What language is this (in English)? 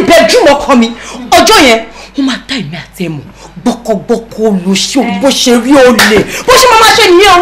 Yoruba